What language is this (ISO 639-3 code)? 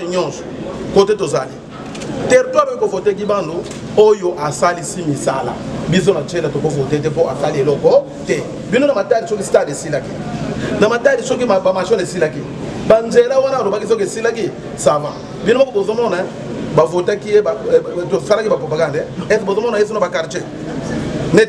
lin